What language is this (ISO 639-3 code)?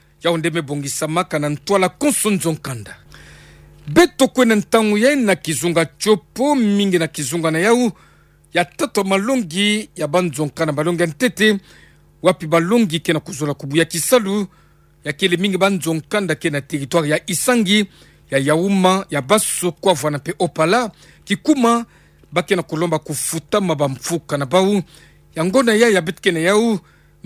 ktu